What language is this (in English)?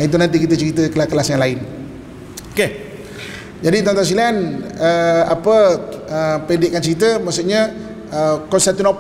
Malay